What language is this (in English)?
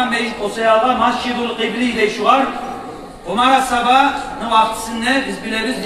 Kumyk